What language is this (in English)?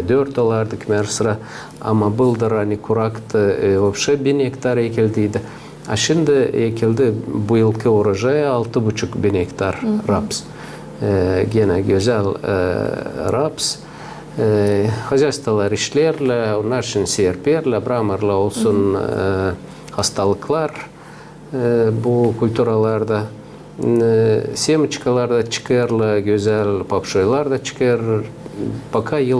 Gagauz